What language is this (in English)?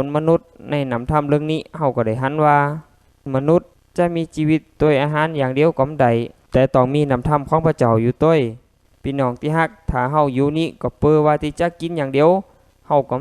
Lao